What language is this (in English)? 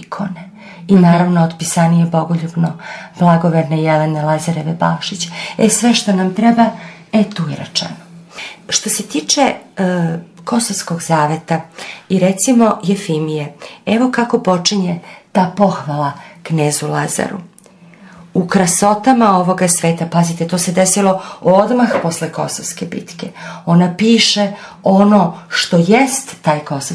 Serbian